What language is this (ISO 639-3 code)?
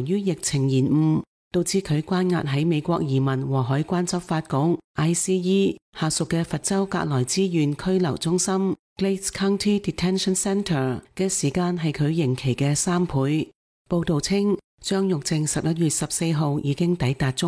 yue